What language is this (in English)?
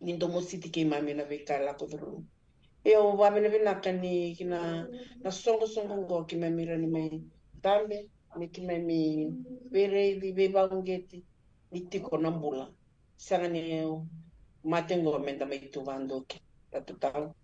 Fijian